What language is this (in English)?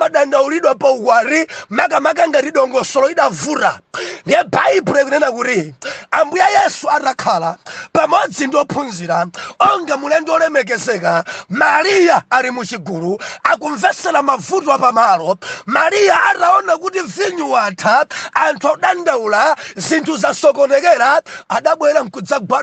Nyanja